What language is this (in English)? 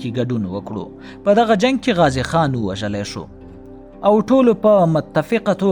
Pashto